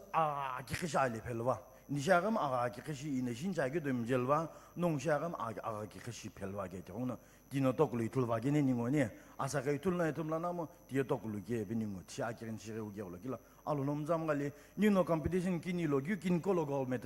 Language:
Sumi Naga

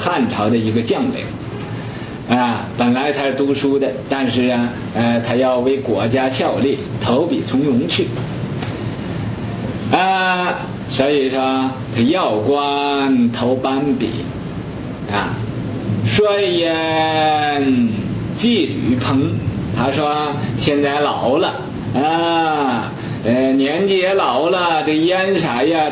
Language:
Chinese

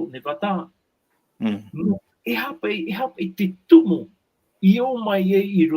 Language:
Tahitian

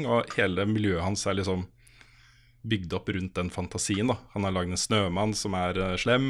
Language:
Norwegian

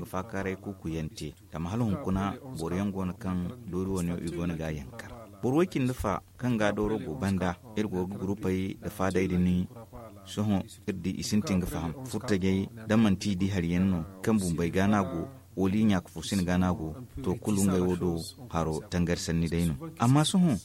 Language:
Zarma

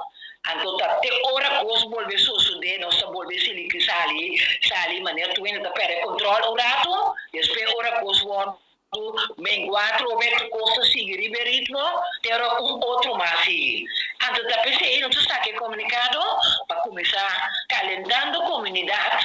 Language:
Papiamento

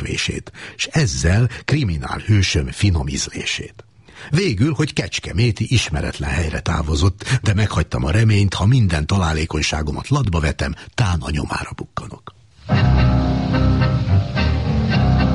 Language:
Hungarian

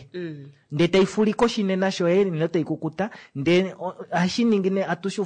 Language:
Kuanyama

